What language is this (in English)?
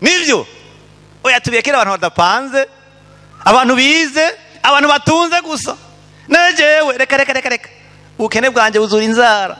Rundi